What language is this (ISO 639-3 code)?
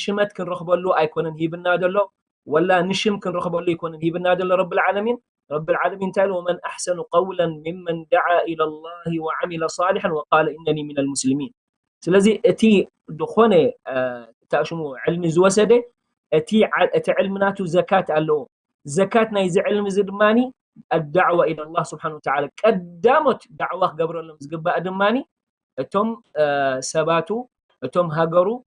tir